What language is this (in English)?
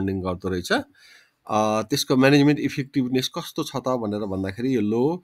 Nepali